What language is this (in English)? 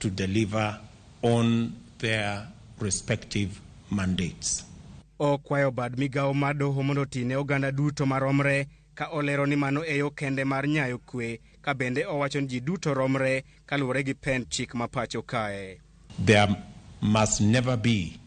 Luo (Kenya and Tanzania)